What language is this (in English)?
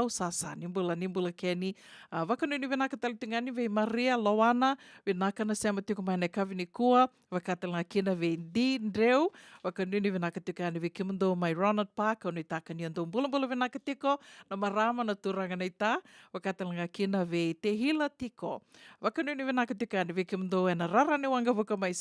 Fijian